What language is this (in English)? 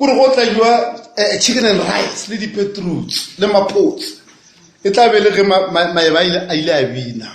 Northern Sotho